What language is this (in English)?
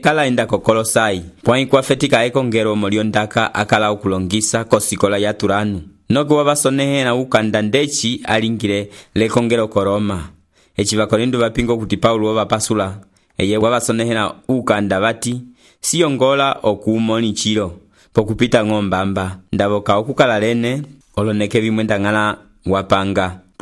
Umbundu